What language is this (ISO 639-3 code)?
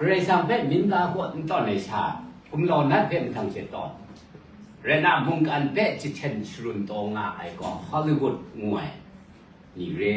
kac